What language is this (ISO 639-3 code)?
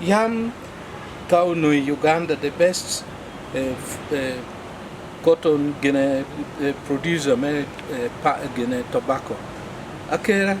ach